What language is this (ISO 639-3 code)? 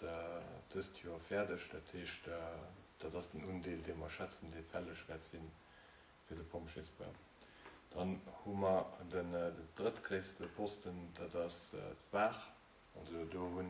ltz